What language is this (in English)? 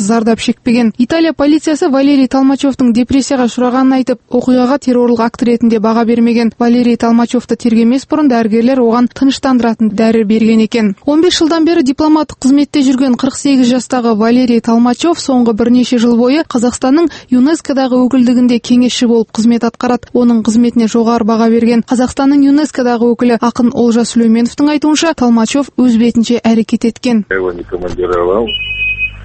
Kazakh